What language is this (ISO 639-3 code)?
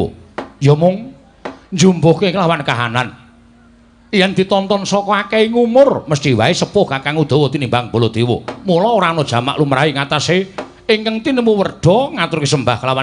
jav